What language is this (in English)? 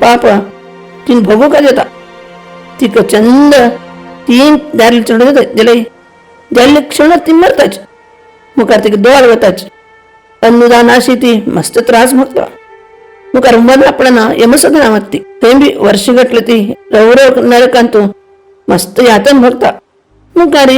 Konkani